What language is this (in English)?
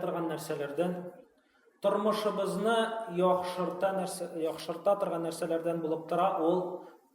Tatar